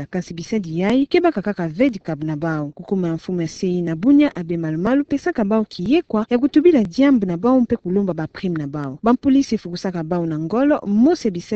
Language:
Kituba (Democratic Republic of Congo)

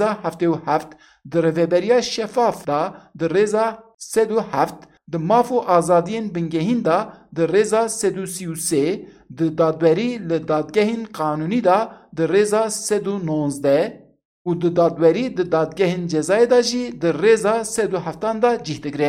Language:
Kurdish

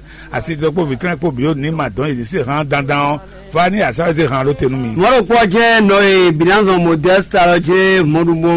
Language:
Fon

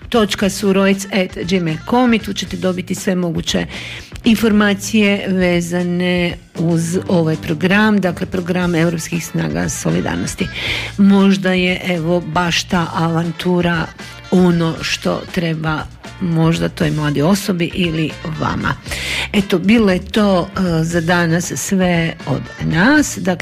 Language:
Croatian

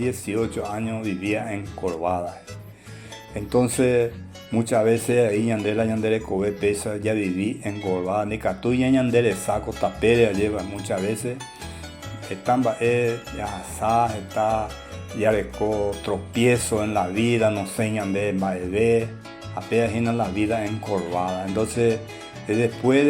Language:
Guarani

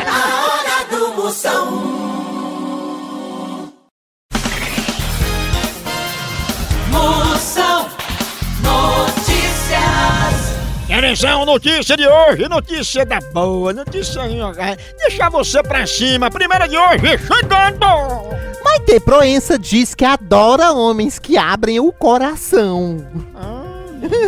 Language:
Portuguese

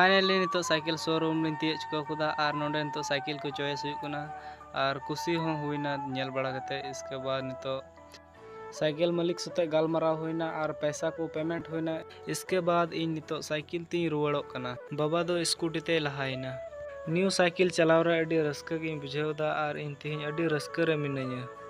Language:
Santali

